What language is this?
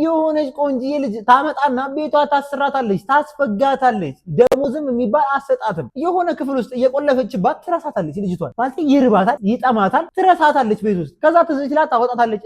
Amharic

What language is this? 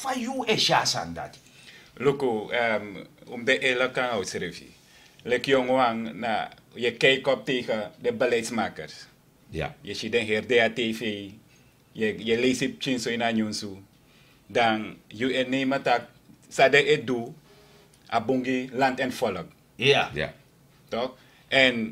Sranan Tongo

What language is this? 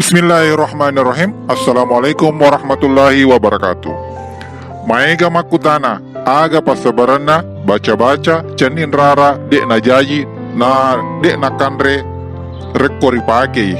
Buginese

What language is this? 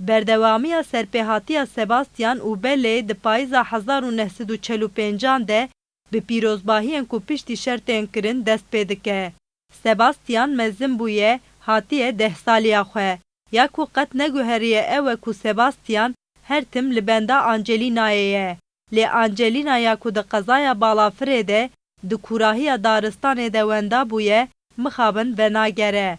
Kurdish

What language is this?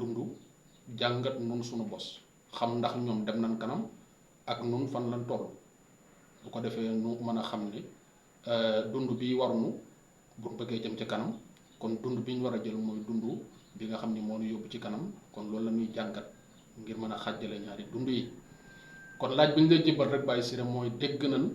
Wolof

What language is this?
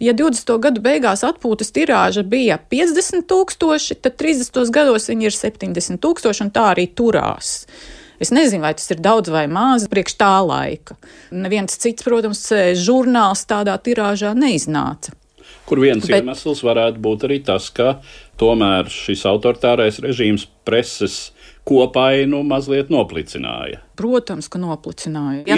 Latvian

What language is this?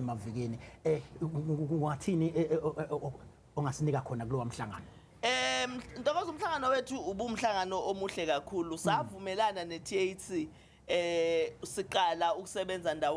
Zulu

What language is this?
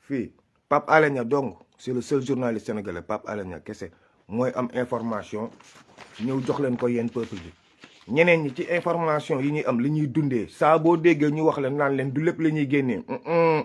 Wolof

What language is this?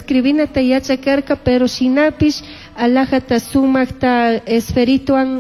Chimborazo Highland Quichua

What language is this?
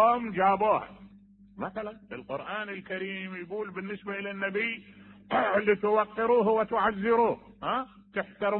Mesopotamian Arabic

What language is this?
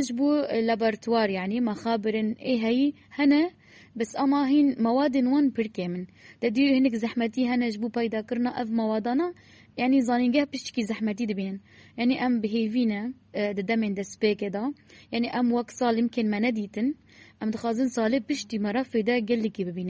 Kurdish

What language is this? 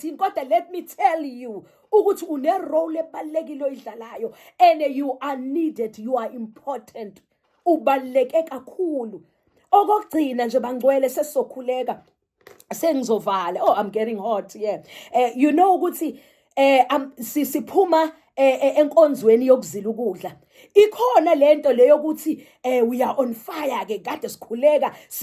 Zulu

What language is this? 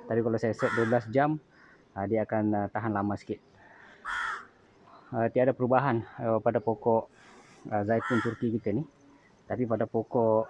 Malay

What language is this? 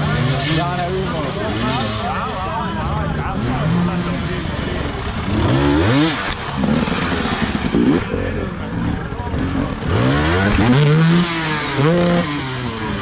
Czech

